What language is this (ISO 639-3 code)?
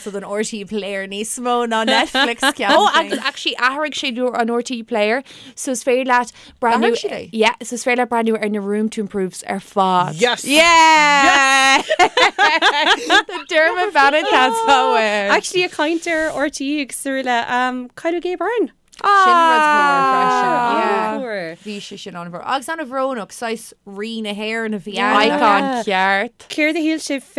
gle